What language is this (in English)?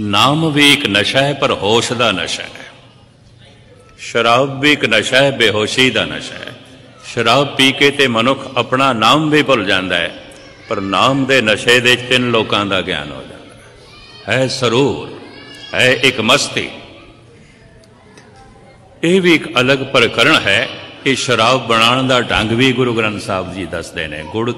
Punjabi